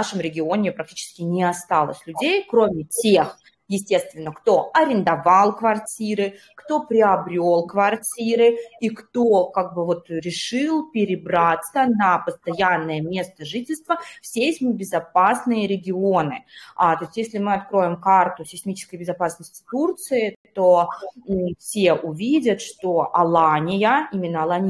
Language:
Russian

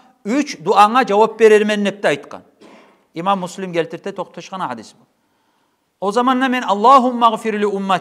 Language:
Kumyk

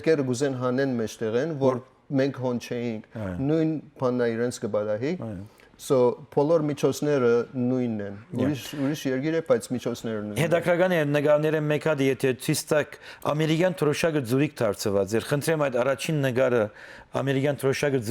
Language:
Western Armenian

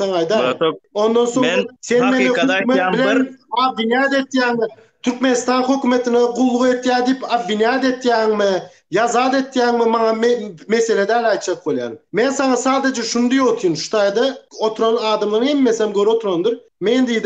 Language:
Turkmen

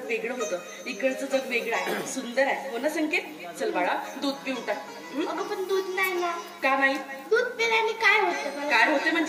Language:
Marathi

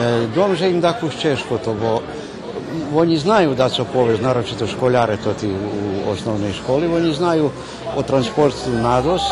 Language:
Rusyn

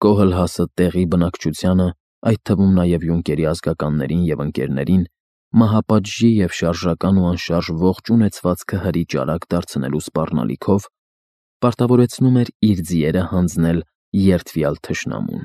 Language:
Armenian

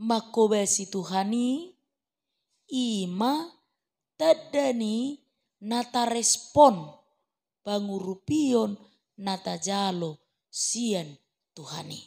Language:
Batak Toba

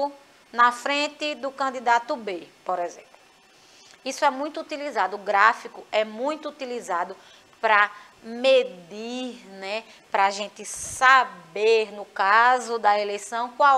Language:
Portuguese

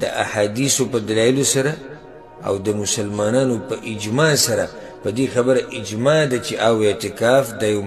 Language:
Pashto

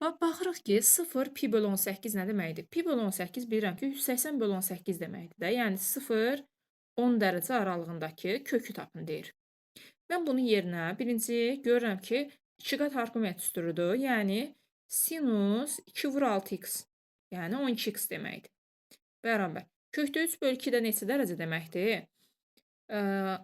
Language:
Azerbaijani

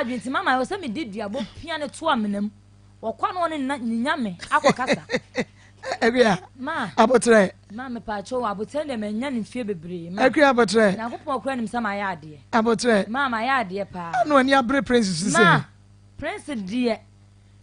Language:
Akan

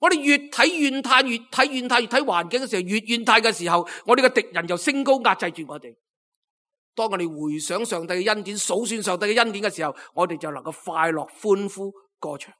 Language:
Cantonese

